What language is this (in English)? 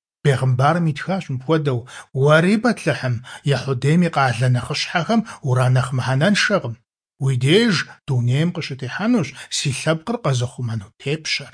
Kabardian